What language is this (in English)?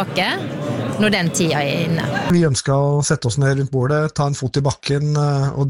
Norwegian